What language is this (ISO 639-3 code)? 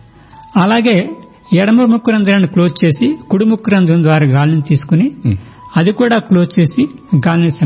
tel